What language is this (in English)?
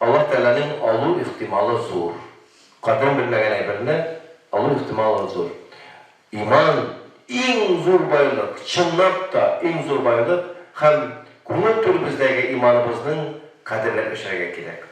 Tatar